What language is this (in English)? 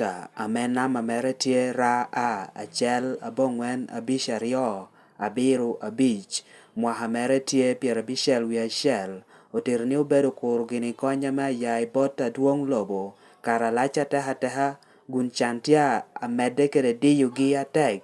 Lango (Uganda)